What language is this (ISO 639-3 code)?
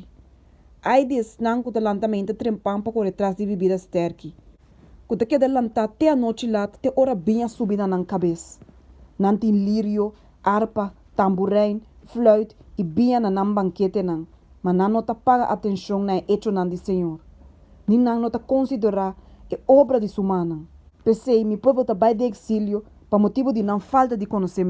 pap